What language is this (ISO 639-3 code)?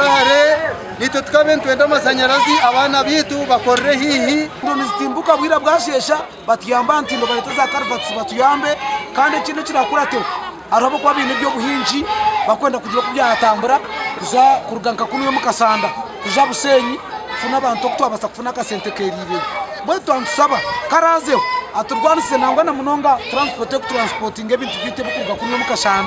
nyn